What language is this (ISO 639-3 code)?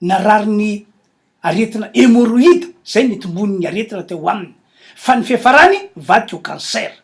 mlg